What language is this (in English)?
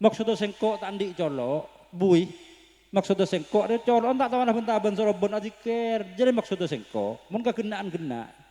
Madurese